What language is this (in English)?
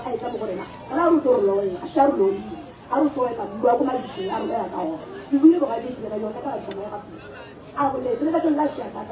Northern Sotho